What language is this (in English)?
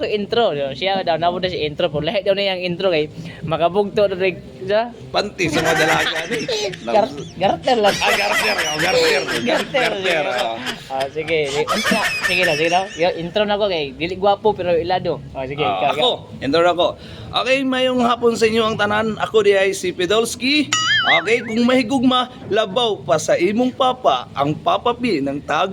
Cebuano